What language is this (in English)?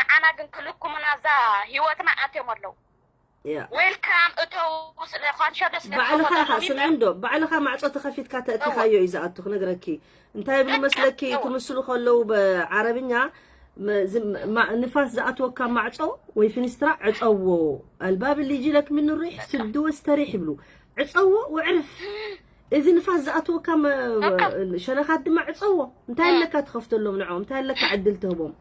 Tigrinya